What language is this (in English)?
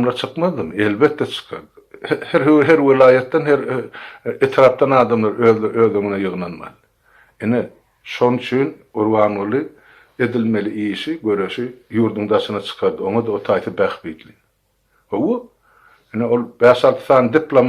Turkmen